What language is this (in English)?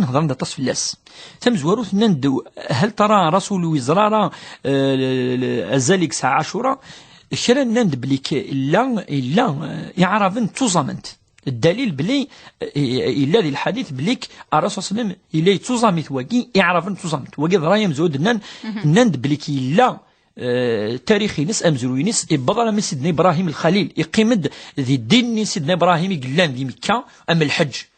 Kabyle